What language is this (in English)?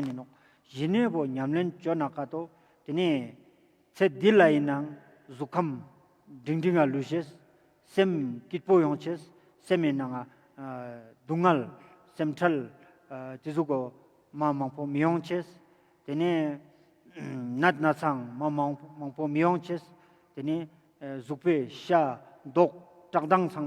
Ladakhi